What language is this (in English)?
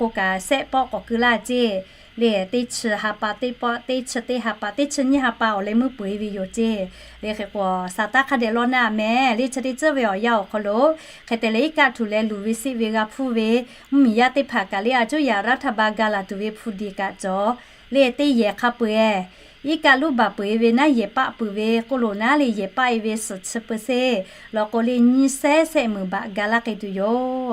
Lahu